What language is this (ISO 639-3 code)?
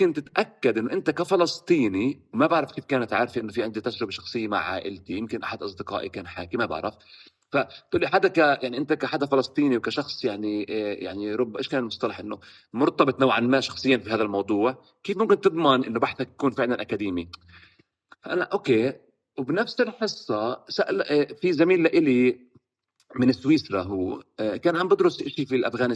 apc